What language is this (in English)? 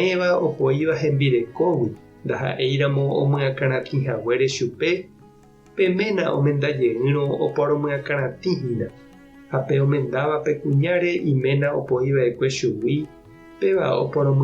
Guarani